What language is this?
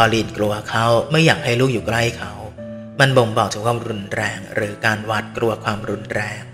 Thai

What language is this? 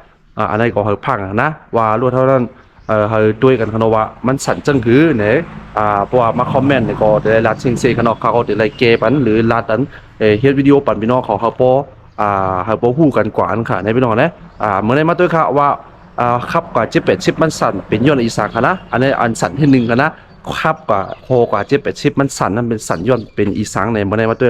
Shan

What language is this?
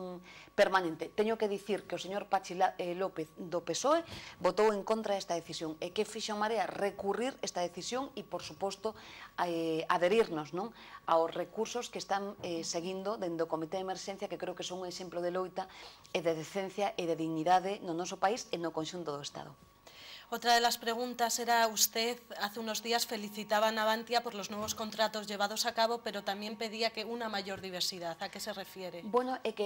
Galician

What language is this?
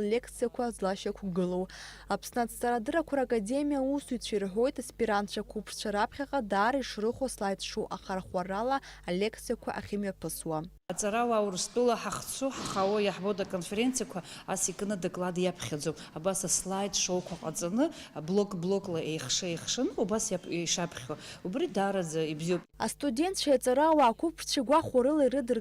Abkhazian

